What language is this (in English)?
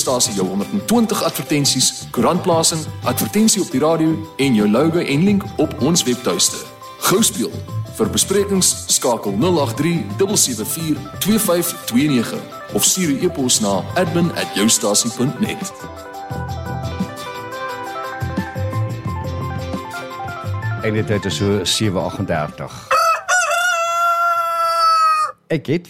Afrikaans